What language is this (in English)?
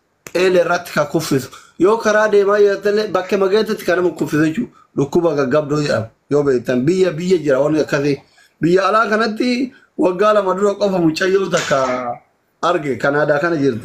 Oromo